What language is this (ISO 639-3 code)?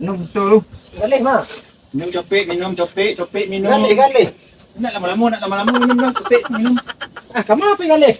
min